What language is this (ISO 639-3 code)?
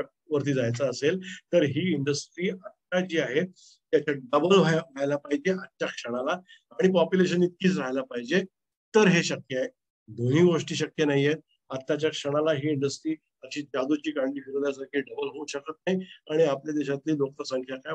mar